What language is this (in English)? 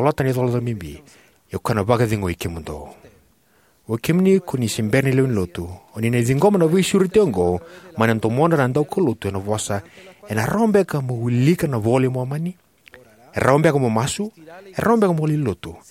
Fijian